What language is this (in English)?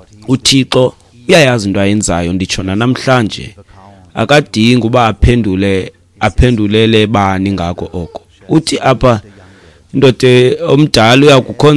Xhosa